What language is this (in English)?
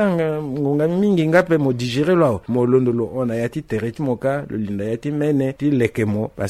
Sango